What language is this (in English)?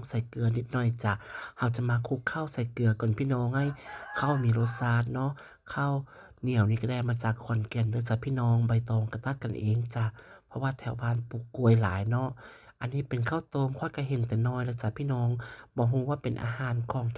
Lao